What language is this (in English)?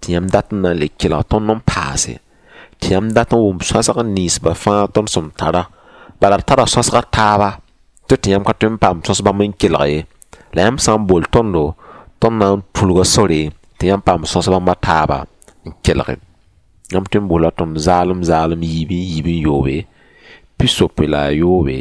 Mossi